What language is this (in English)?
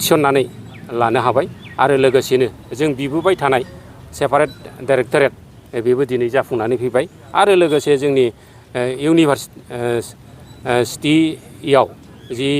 Bodo